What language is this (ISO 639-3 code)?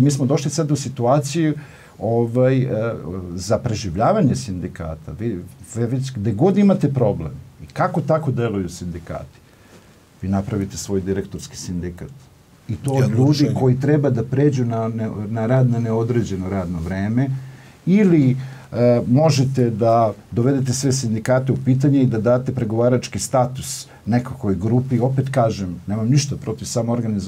srp